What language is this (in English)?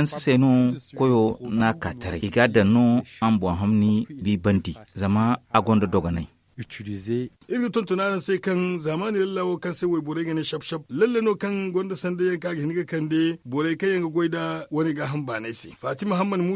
Zarma